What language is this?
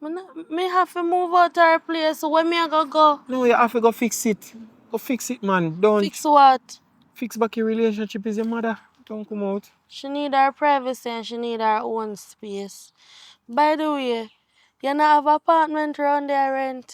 Jamaican Creole English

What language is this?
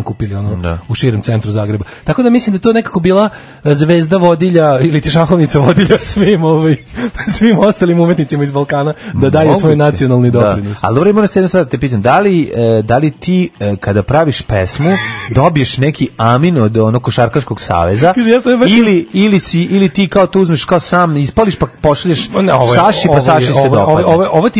Serbian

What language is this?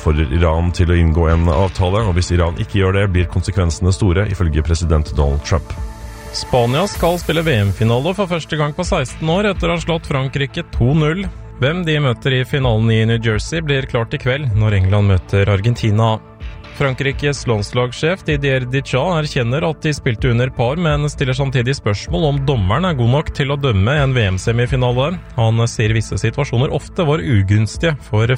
Norwegian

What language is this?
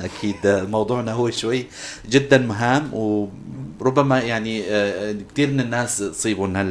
North Levantine Arabic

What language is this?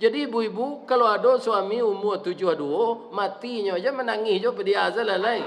Minangkabau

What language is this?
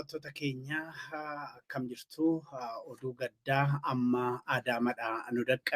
Oromo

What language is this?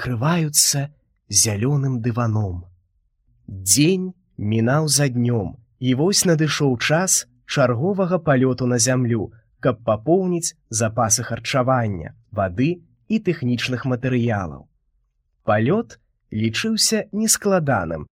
Belarusian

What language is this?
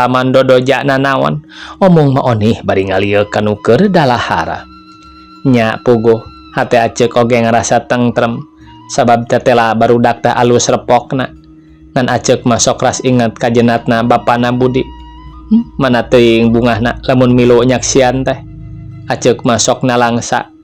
Sundanese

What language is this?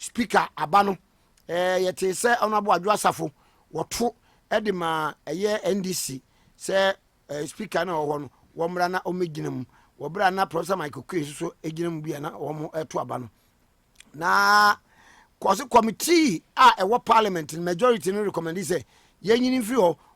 Akan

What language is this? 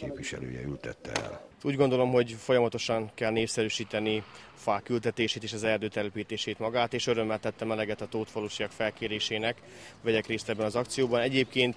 Hungarian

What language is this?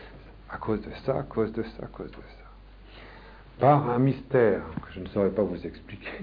French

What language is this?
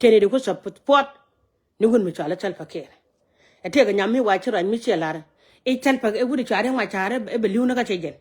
Nuer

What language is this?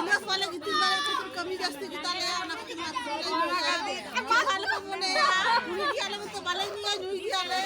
Santali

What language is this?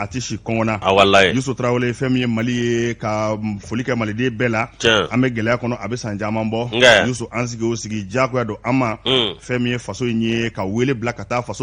Bambara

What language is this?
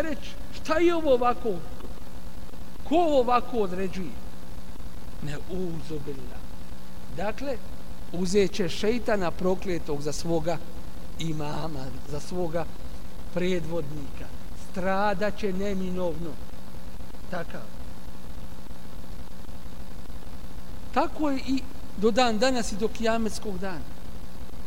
Bosnian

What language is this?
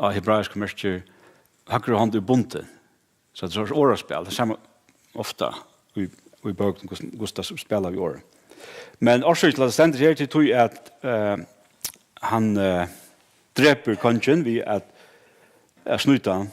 Faroese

